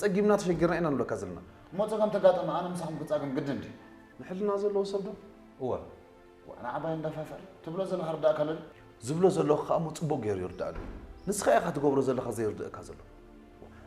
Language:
Tigrinya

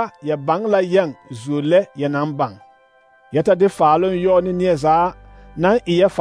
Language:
Southern Dagaare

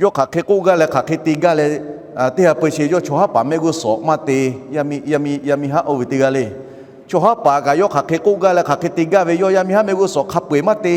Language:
Lahu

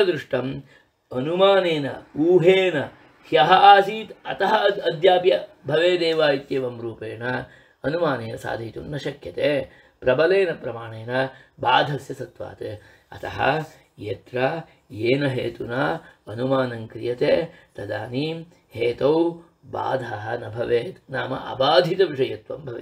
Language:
Sanskrit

